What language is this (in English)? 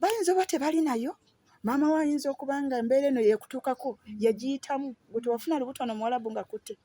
Ganda